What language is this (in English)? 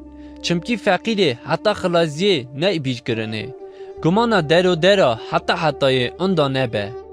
Kurdish